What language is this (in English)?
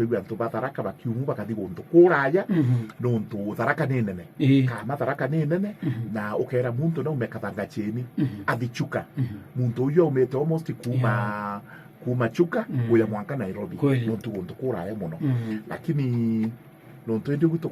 Meru